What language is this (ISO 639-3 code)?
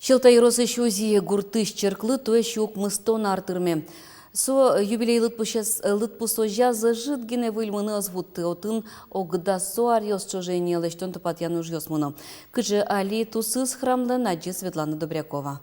udm